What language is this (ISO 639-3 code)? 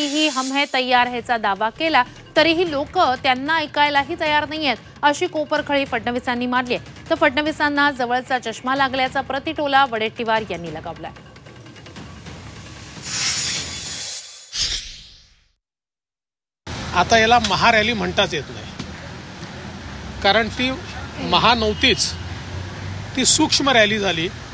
mar